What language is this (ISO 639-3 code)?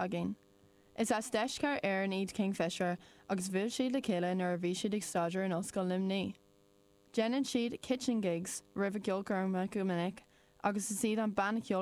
gle